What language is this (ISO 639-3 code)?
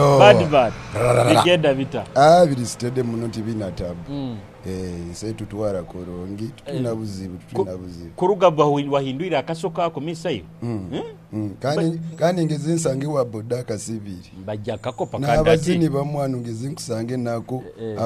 nyo